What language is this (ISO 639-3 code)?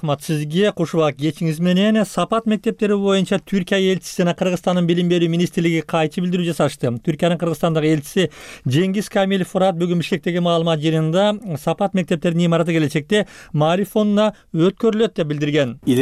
kir